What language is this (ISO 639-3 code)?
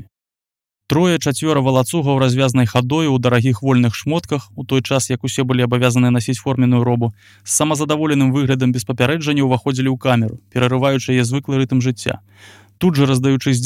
bel